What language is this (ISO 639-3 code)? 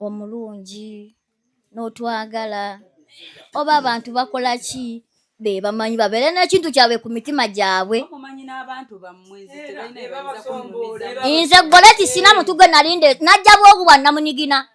lug